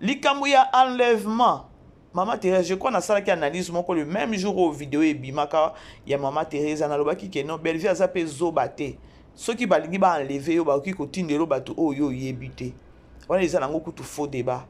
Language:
Lingala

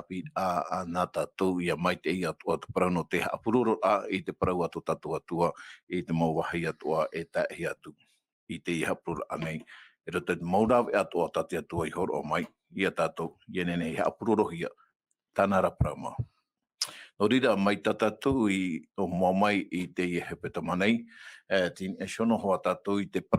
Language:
Tahitian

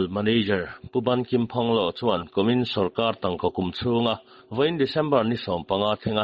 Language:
Mizo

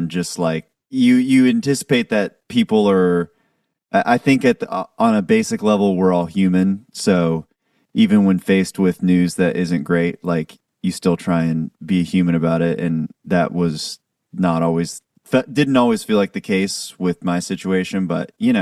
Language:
English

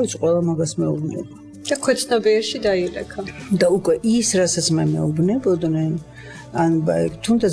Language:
Georgian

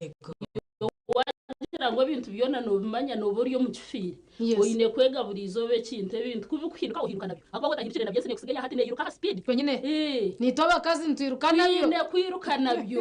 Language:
Nyankole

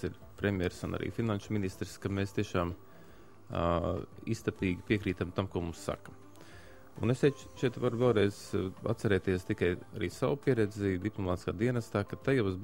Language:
Latvian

